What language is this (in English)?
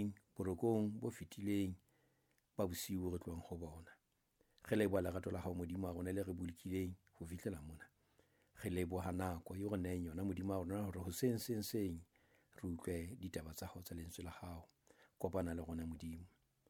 Southern Sotho